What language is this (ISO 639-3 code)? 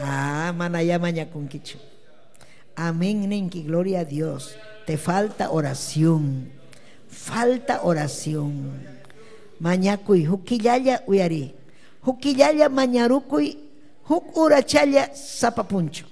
quy